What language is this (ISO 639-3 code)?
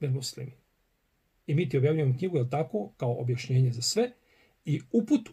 bos